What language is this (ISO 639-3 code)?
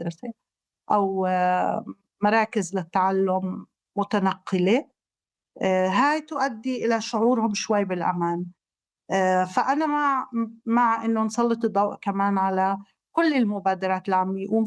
apc